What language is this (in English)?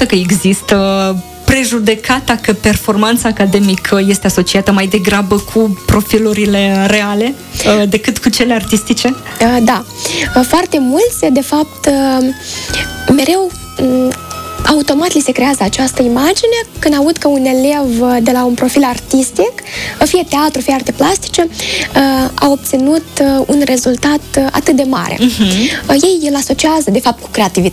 Romanian